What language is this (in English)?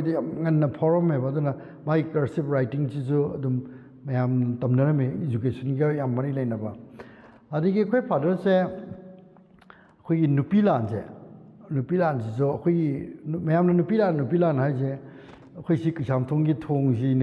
Manipuri